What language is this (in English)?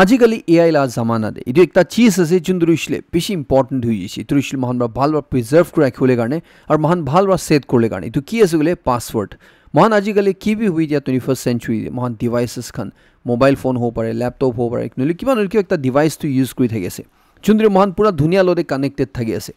Naga Pidgin